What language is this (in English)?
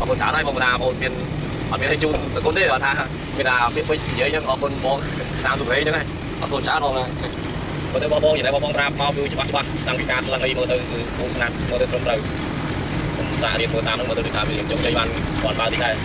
Khmer